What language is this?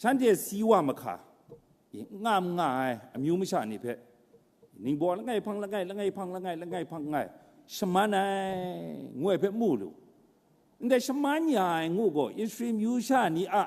Kachin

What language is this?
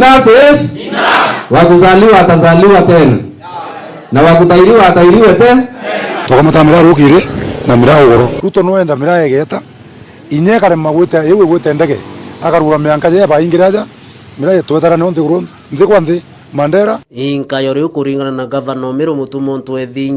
Meru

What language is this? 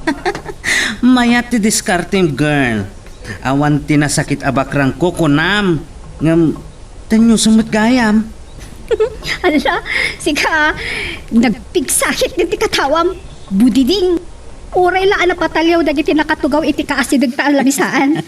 Iloko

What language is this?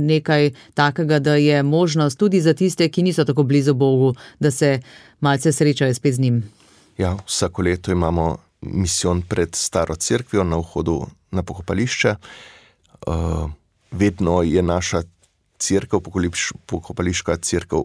Slovenian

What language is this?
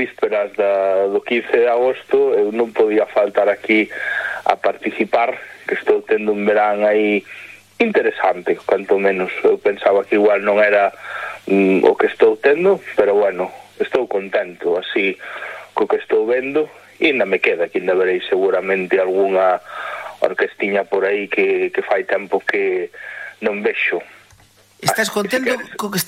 Galician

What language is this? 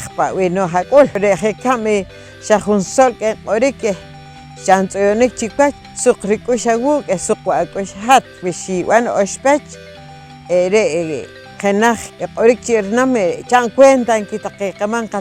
Poqomchi'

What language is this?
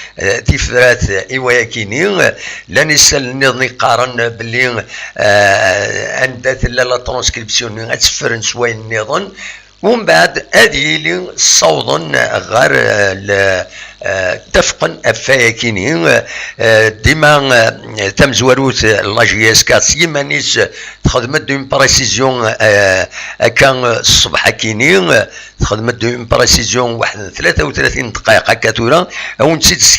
Kabyle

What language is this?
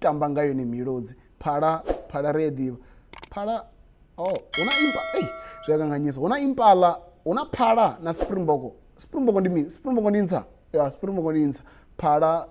Venda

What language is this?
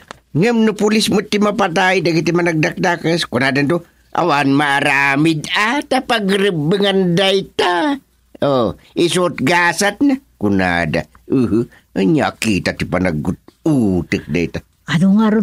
Iloko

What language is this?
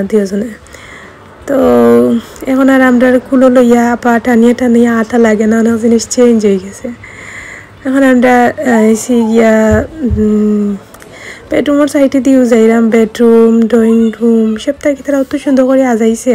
Sylheti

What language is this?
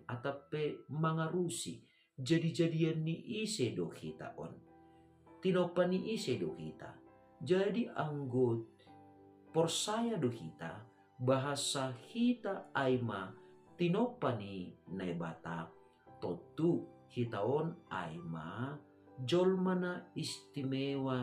Batak Simalungun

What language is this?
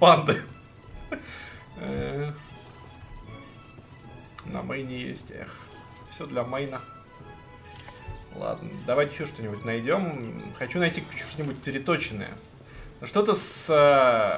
Russian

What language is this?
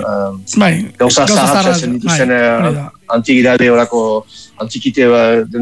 Basque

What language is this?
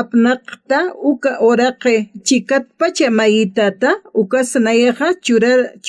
Aymara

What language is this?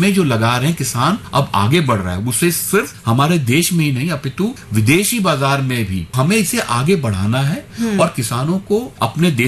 Hindi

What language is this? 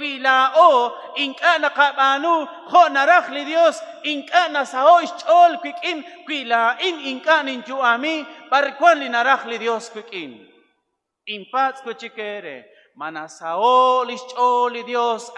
Kekchí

